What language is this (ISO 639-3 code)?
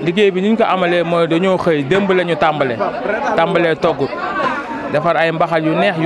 wol